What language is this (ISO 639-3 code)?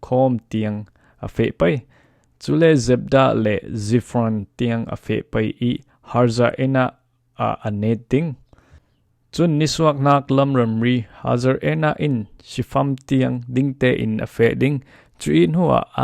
cfm